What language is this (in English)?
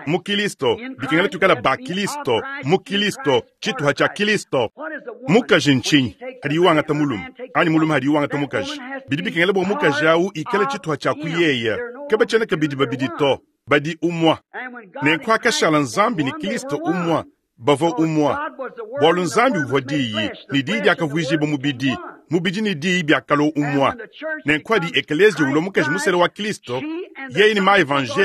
Luba-Lulua